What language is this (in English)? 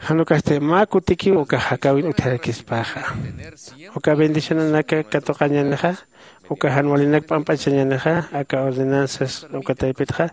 Aymara